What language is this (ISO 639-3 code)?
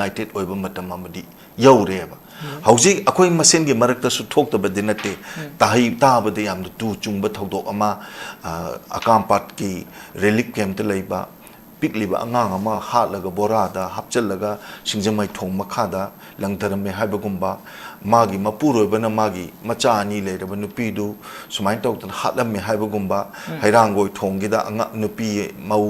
mni